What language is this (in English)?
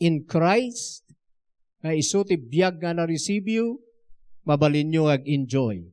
Iloko